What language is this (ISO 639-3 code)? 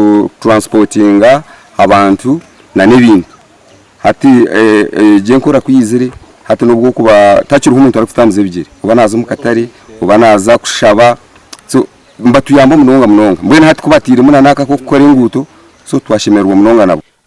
nyn